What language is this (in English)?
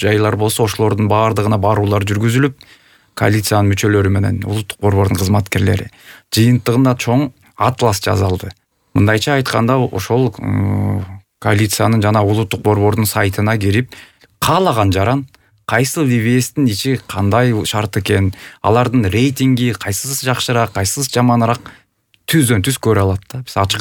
Kyrgyz